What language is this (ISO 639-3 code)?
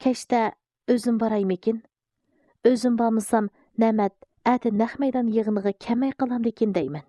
uig